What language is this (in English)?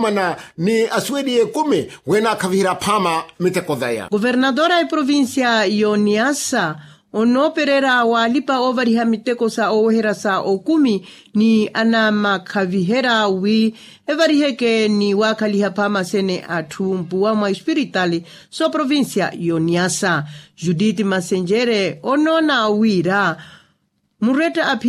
Makhuwa